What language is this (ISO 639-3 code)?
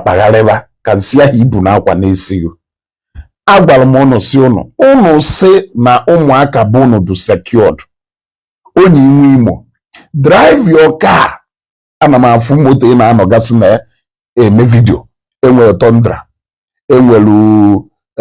ibo